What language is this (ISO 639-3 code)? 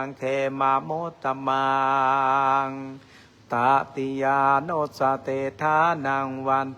pli